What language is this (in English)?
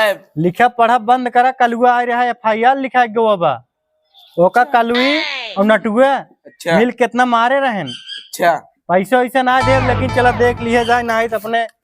Awadhi